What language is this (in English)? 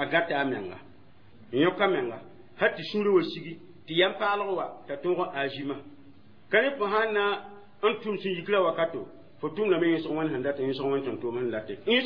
Mossi